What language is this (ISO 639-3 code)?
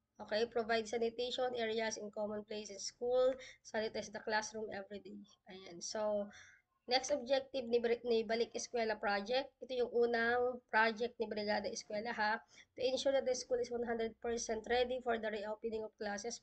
fil